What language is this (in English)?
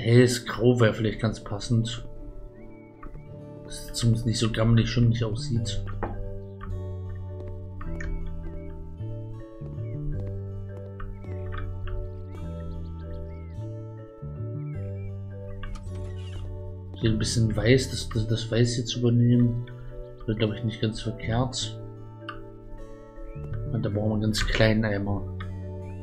German